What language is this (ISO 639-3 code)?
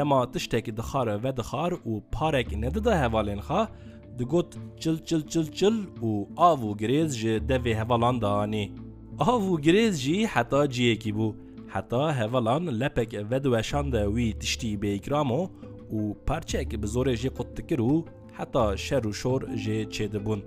kur